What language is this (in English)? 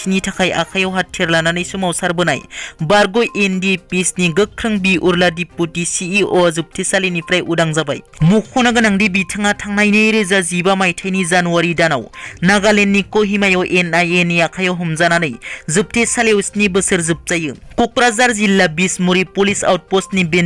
Bodo